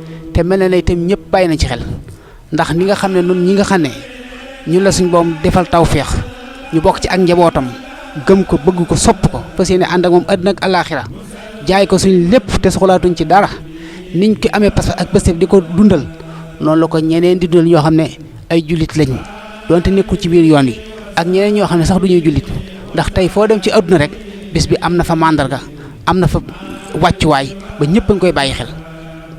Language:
Wolof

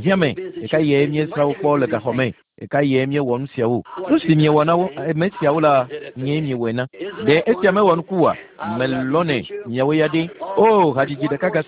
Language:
Ewe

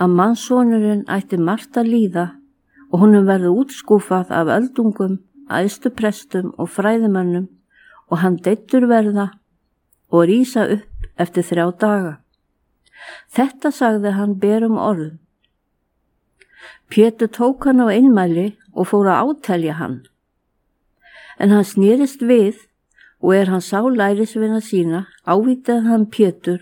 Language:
Icelandic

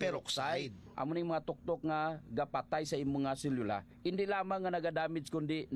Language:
Hiligaynon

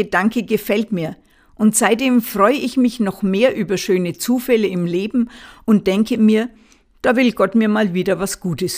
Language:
German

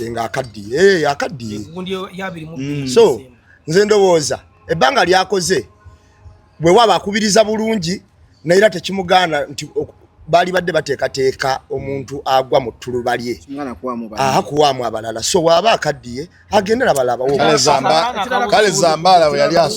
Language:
Ganda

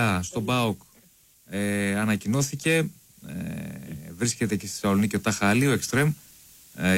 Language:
Greek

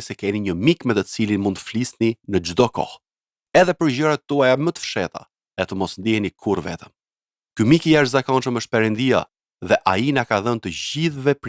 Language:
Albanian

